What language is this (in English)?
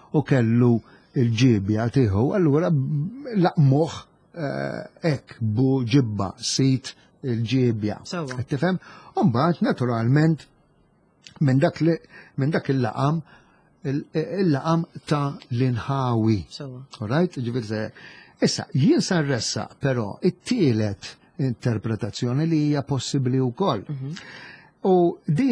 Maltese